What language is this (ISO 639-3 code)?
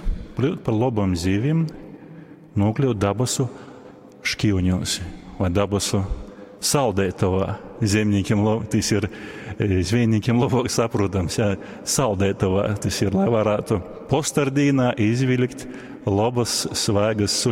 ltg